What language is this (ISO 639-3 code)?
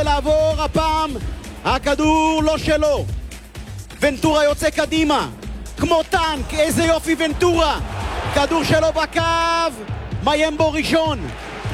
heb